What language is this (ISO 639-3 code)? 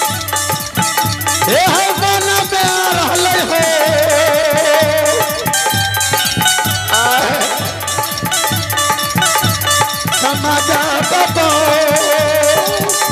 bho